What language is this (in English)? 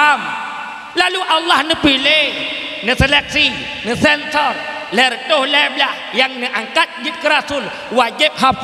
Achinese